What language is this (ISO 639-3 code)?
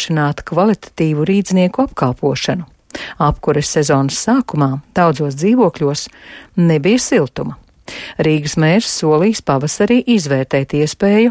lav